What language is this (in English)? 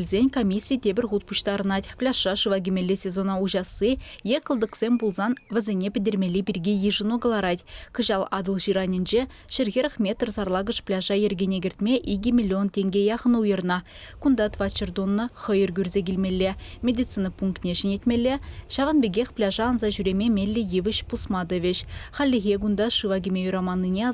Chuvash